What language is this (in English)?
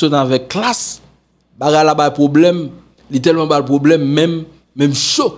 Haitian Creole